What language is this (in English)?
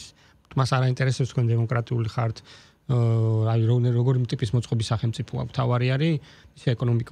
Georgian